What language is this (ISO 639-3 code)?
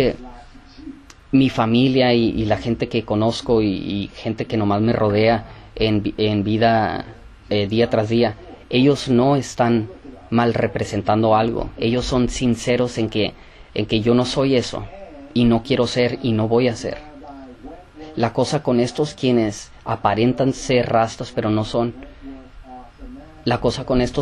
spa